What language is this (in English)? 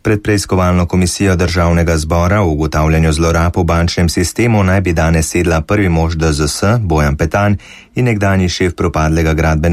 Slovenian